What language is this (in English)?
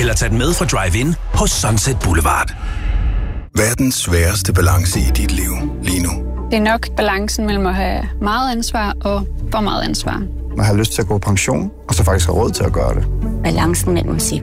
Danish